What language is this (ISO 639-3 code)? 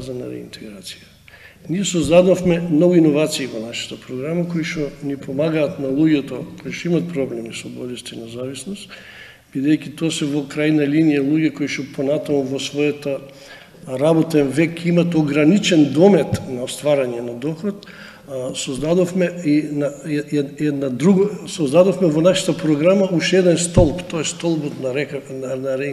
mkd